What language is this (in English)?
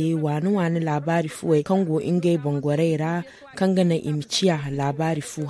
Zarma